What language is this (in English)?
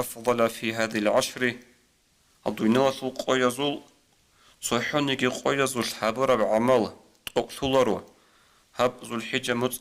Avaric